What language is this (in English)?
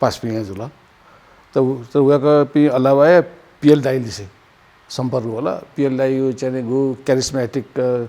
Newari